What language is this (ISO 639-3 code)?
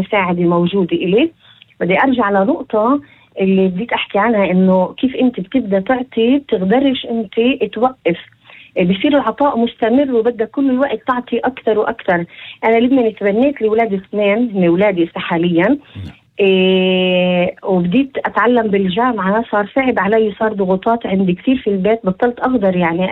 apc